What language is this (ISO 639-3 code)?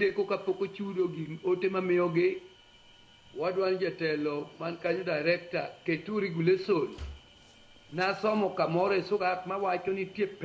luo